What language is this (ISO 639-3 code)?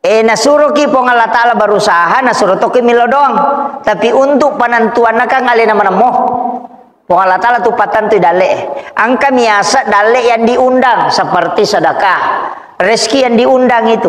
bug